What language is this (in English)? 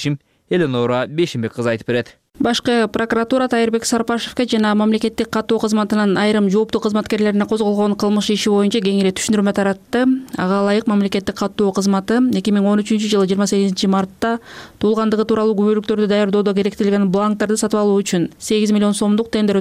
Kyrgyz